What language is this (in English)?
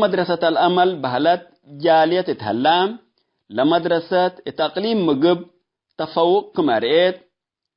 Tigre